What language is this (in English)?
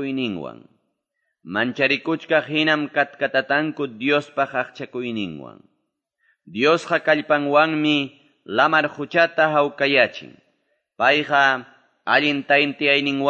Quechua